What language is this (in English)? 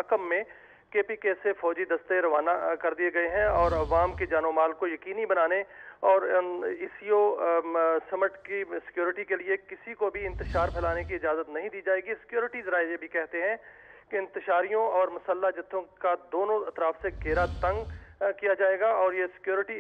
Urdu